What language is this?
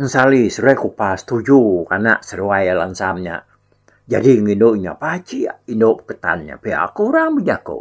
Iban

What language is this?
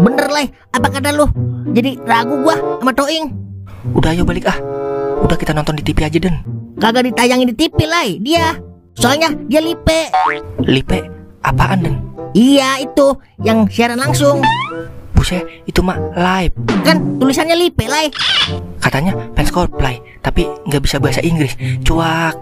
Betawi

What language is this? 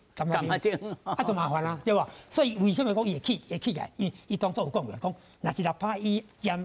Min Nan Chinese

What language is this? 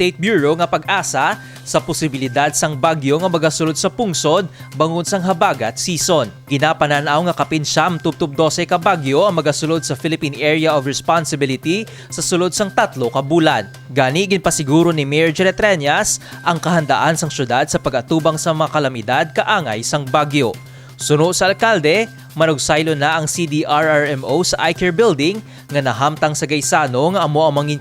Hiligaynon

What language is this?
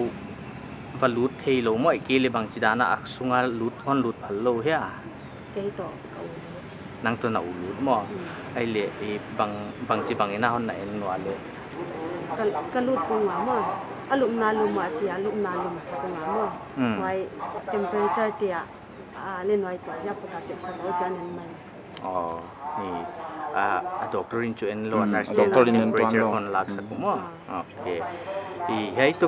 Paite Chin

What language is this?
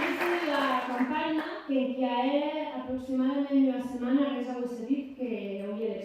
Occitan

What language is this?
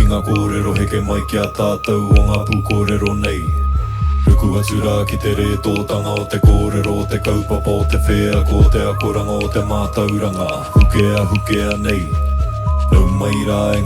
Māori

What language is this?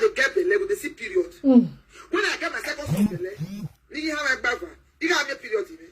Nigerian Pidgin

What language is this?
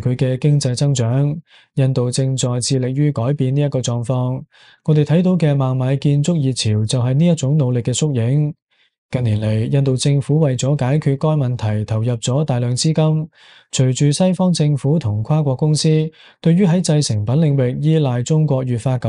Cantonese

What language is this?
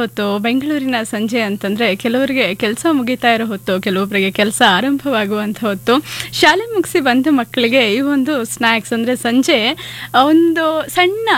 Kannada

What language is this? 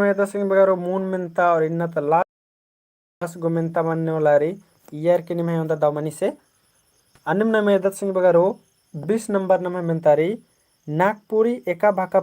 Kurukh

